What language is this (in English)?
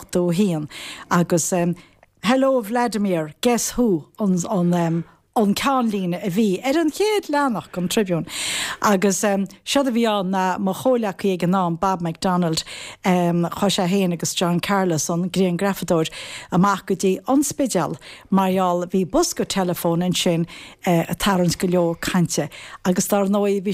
Irish